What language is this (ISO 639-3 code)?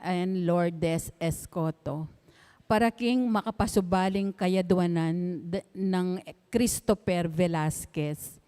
pam